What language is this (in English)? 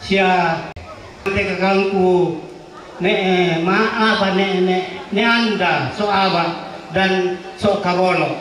Toraja-Sa'dan